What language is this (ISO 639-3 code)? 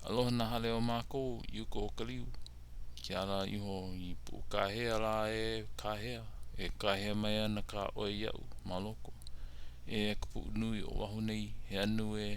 haw